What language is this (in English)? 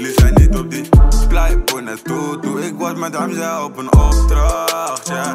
Dutch